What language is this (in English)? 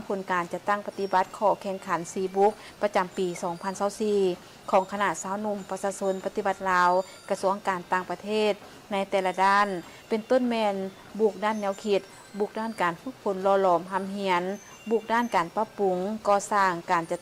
Lao